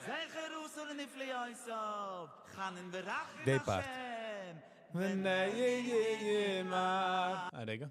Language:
Yiddish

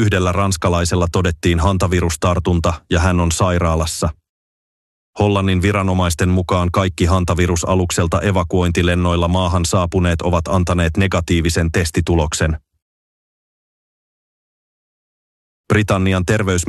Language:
Finnish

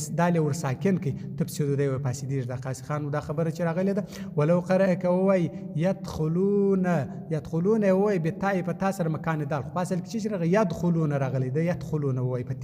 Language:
Pashto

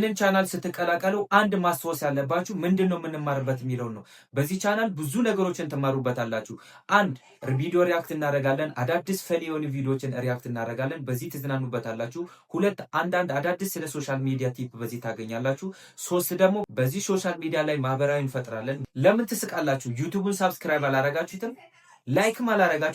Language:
Amharic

